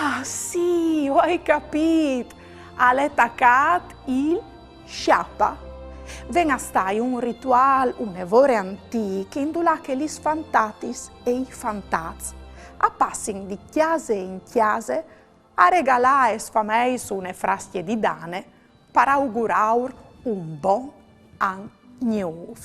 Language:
Friulian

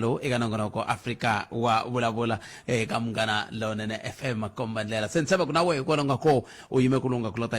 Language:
Tsonga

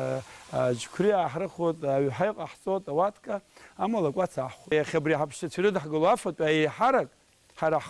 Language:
Abkhazian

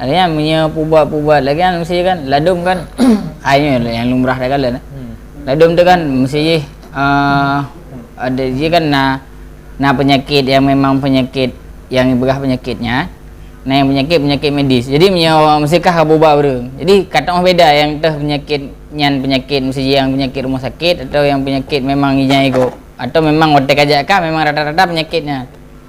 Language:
Achinese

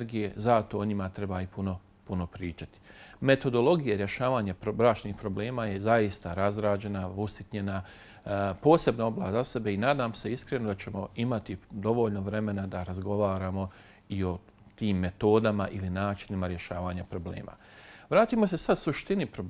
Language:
Bosnian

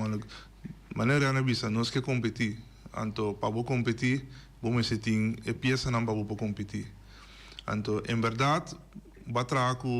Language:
Papiamento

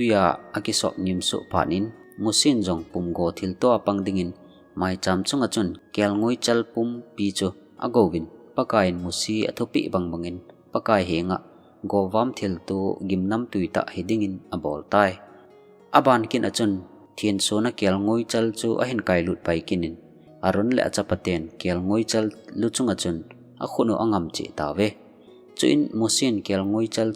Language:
Thado Chin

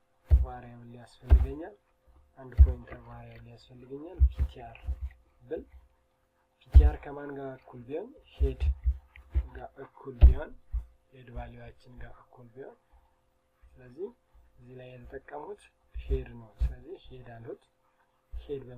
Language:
Amharic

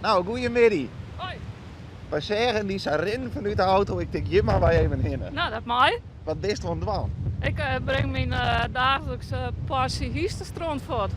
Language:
Western Frisian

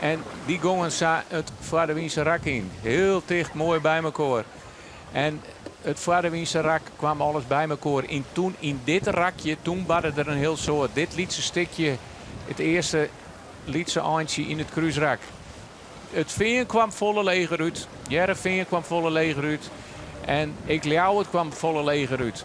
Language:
Western Frisian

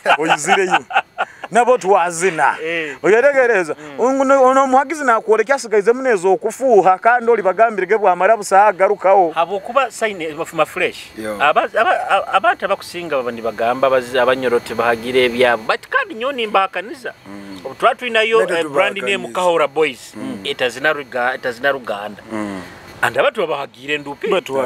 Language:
Nyoro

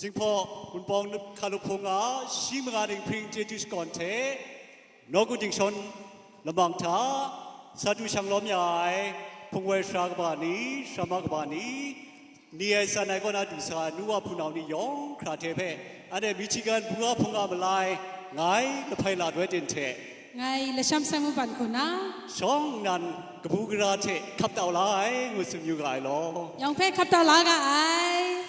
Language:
Kachin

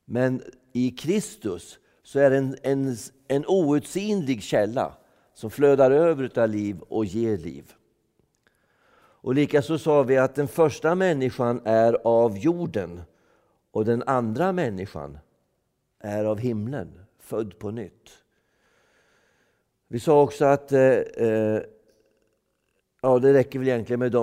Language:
Swedish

